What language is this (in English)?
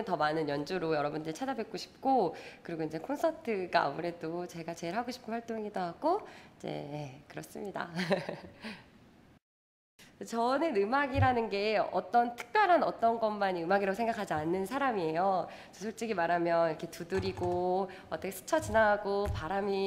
Korean